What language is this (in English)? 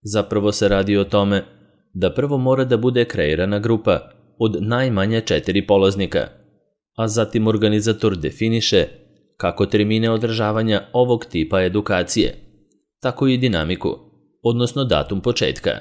Serbian